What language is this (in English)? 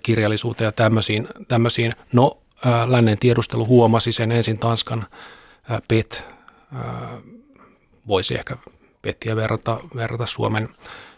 Finnish